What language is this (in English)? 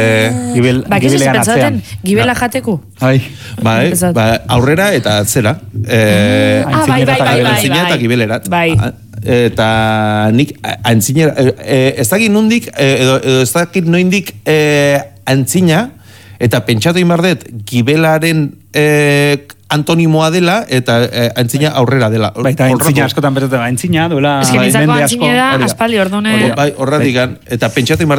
Basque